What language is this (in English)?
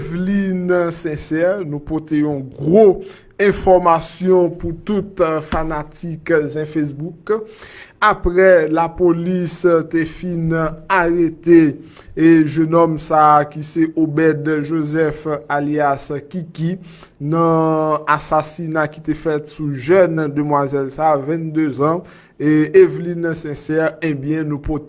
Haitian Creole